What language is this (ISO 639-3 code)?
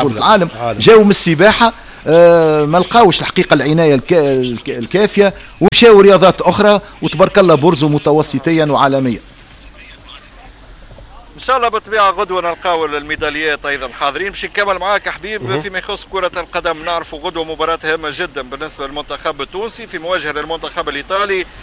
aeb